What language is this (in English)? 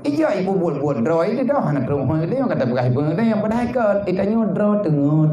Achinese